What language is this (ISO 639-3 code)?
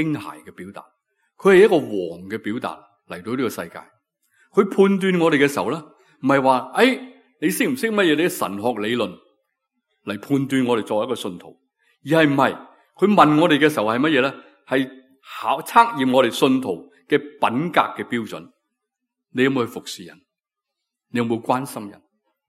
yue